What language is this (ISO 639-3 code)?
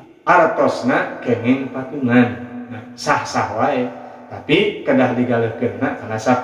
sun